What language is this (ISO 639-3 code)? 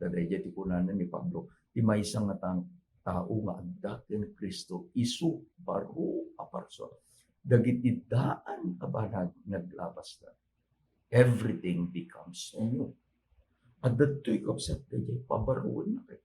ilo